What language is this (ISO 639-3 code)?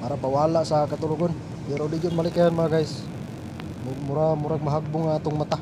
ceb